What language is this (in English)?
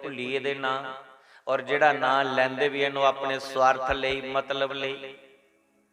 Dogri